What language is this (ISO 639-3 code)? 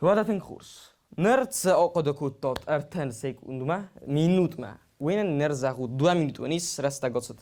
oss